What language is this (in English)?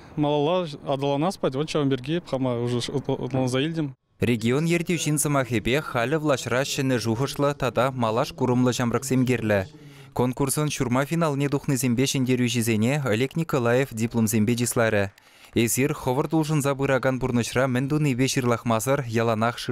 Chuvash